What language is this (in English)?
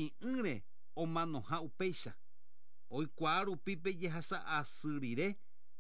Guarani